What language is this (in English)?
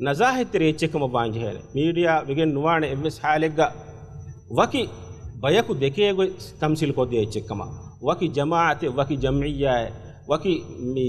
Divehi